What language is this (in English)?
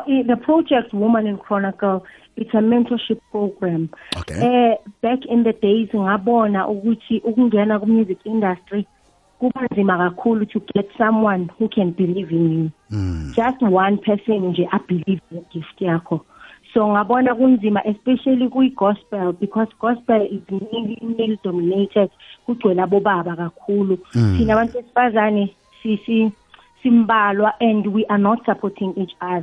South Ndebele